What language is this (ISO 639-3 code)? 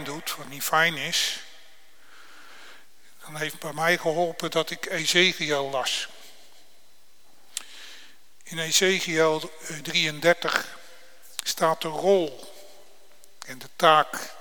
nld